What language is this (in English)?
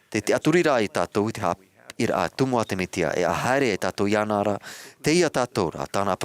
Tahitian